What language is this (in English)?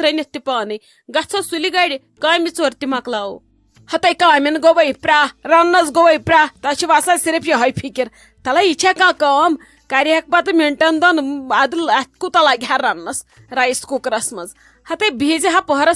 Kashmiri